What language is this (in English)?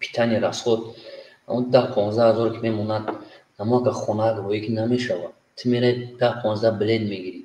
Tajik